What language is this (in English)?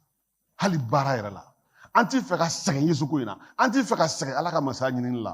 Bambara